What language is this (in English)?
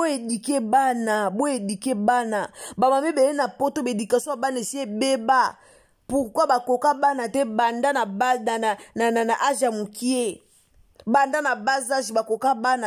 Lingala